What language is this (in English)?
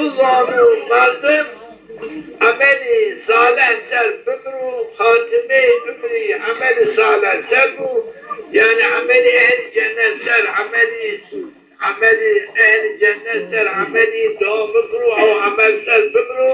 Zaza